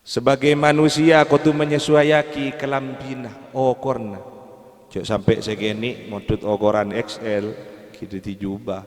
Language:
Madurese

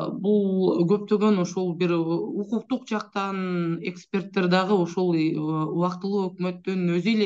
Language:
Kyrgyz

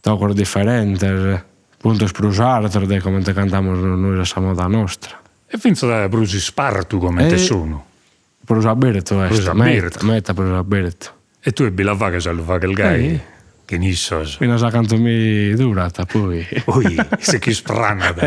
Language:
Sardinian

